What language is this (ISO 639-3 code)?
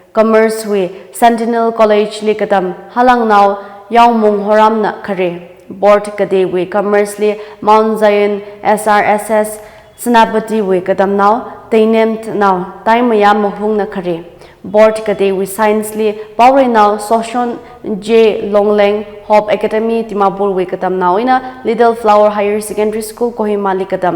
nmf